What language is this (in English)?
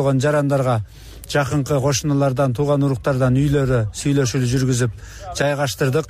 Kyrgyz